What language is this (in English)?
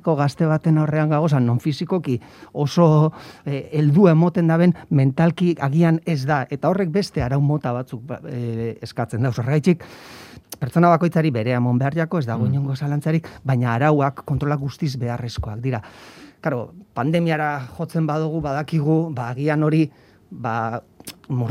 Basque